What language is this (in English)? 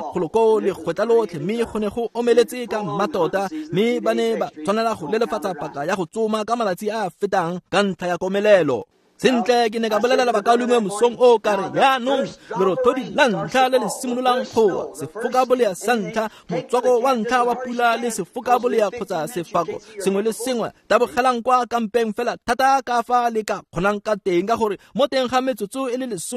Tswana